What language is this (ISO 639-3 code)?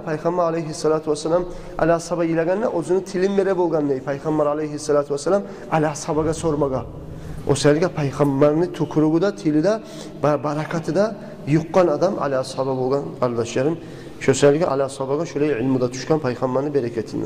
kum